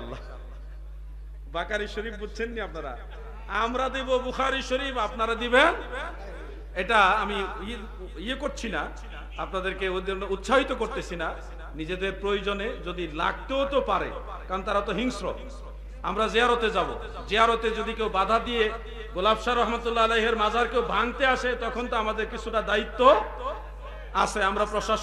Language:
Bangla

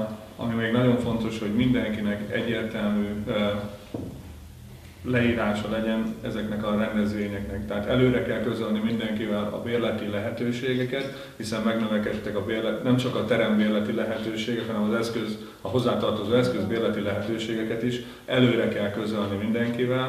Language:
Hungarian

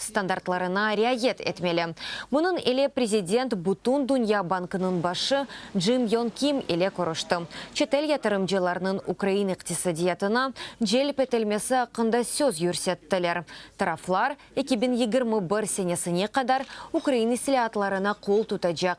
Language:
Crimean Tatar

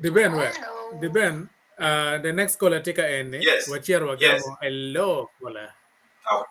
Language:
Acoli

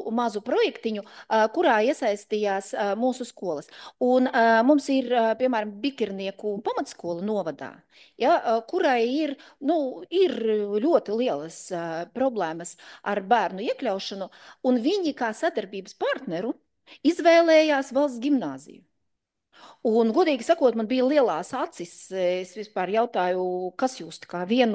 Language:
Latvian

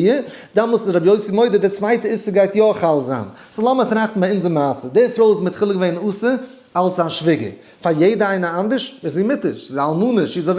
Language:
Yiddish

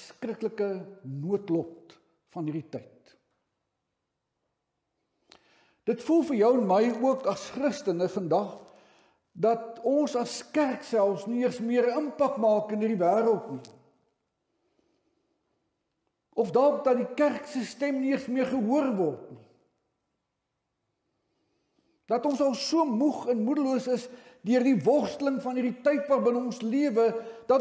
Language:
Afrikaans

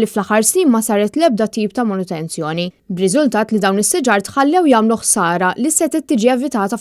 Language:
Maltese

